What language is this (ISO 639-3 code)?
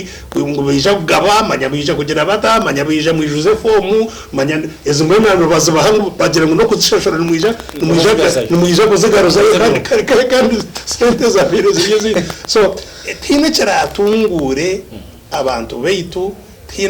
nyn